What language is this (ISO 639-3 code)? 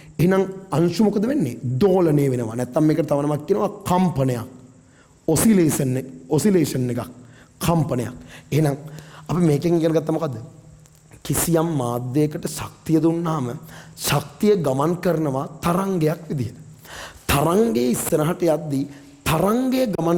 sin